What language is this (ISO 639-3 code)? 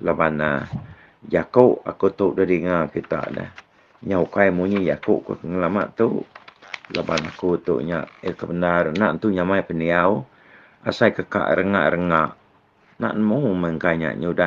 iba